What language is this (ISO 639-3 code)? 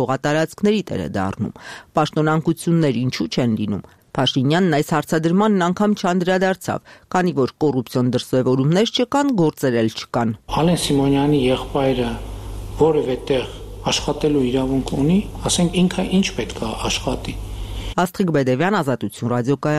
hye